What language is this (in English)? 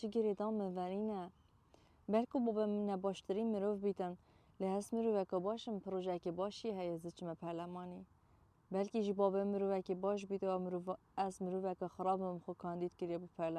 Kurdish